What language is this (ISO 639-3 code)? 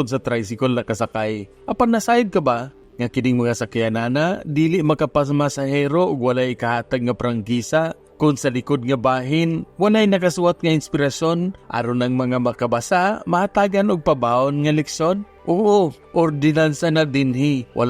ceb